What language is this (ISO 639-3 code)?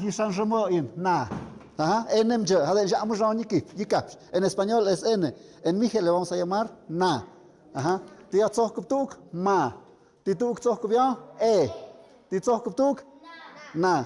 mxp